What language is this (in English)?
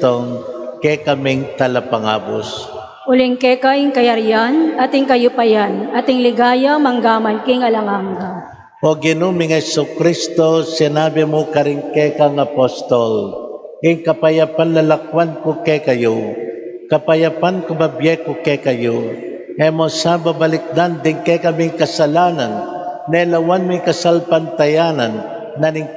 Pampanga